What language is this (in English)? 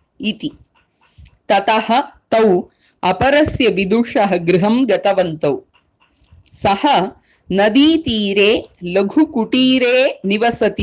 Sanskrit